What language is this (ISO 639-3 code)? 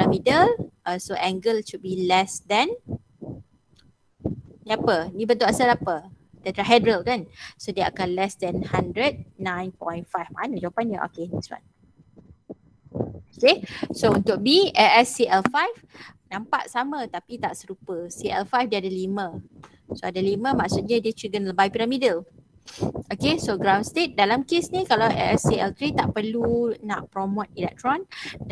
msa